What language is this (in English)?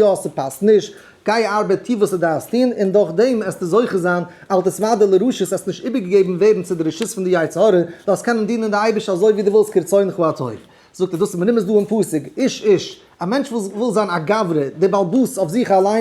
Yiddish